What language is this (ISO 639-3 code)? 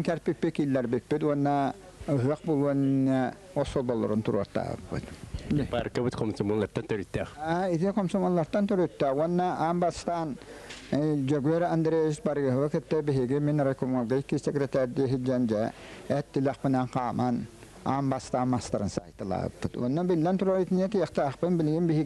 sah